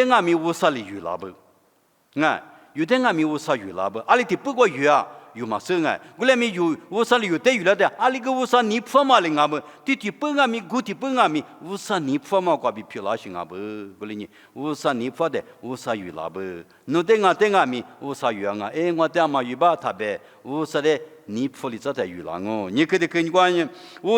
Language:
Lisu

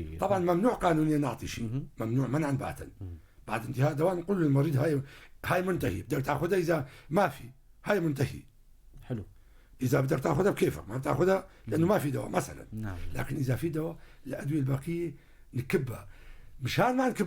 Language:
North Levantine Arabic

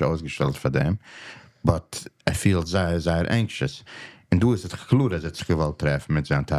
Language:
Yiddish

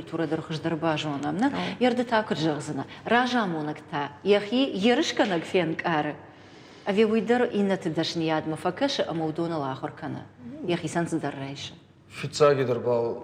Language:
Ossetic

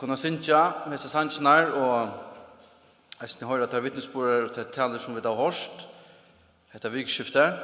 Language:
Faroese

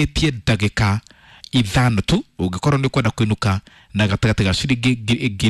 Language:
Kikuyu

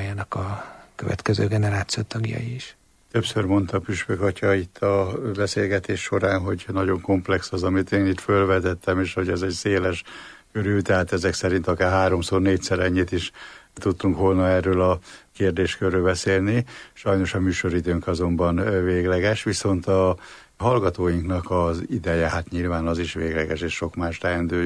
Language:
Hungarian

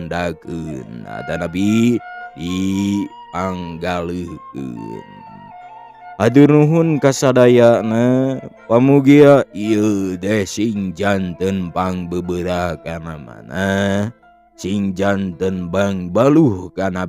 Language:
Sundanese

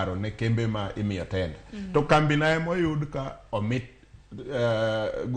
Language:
Luo (Kenya and Tanzania)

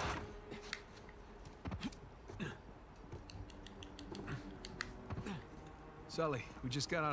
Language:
English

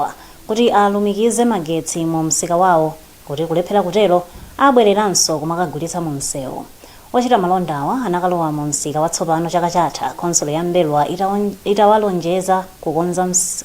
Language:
Nyanja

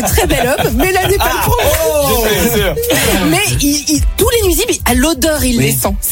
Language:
French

